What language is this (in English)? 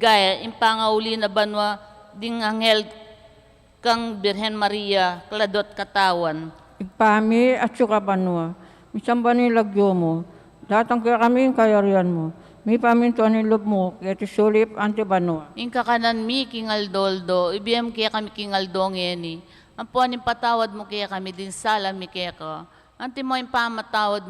Pampanga